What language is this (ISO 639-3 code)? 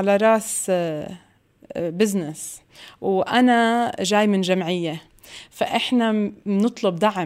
apc